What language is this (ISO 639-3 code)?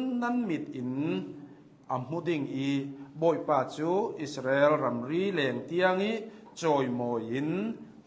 cnh